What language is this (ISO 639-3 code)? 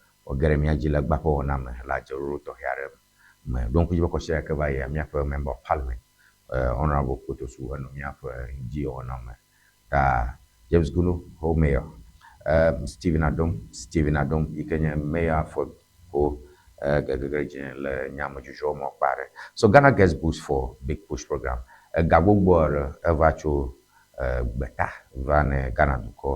ewe